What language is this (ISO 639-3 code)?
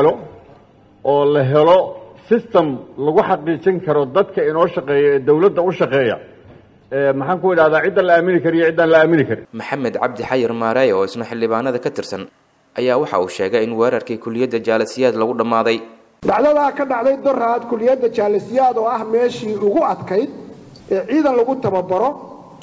som